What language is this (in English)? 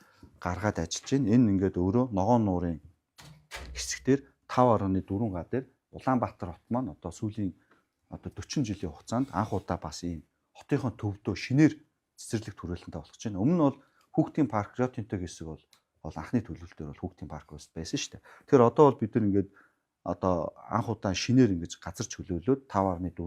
Mongolian